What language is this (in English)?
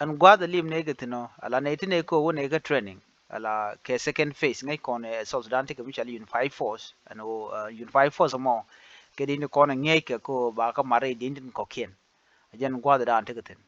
Nuer